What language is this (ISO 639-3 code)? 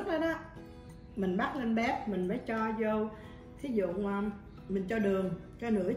vie